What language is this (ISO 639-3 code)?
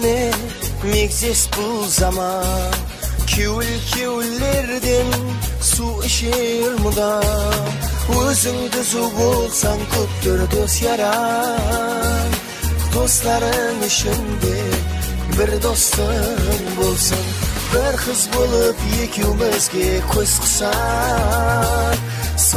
kaa